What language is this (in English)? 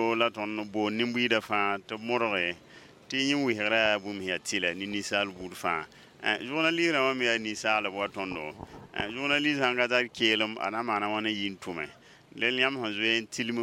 Mossi